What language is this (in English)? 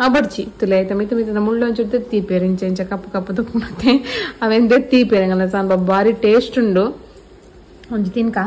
Tulu